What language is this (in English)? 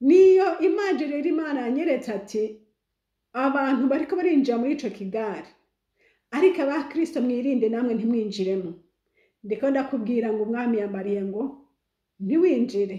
Rundi